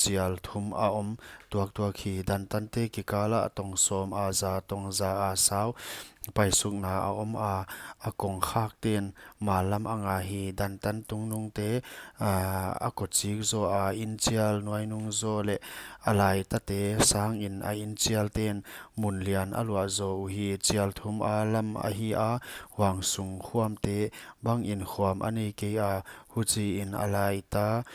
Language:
Paite Chin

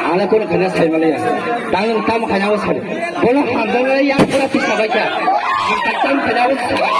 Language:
Kok Borok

